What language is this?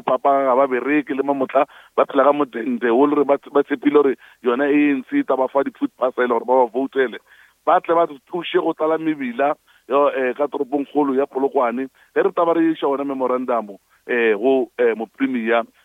Northern Sotho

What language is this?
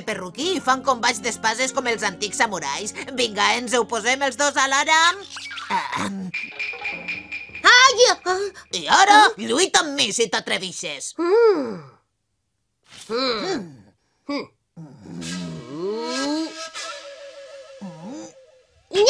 Catalan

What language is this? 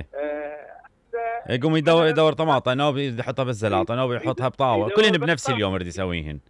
Mesopotamian Arabic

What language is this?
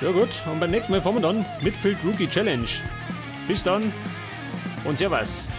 Bavarian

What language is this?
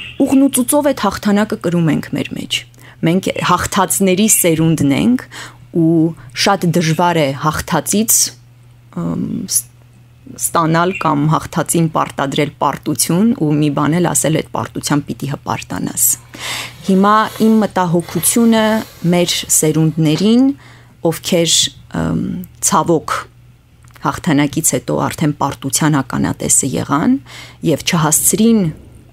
Armenian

